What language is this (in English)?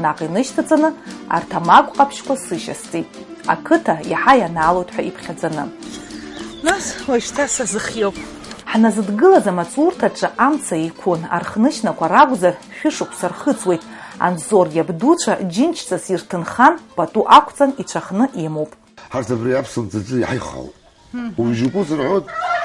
Abkhazian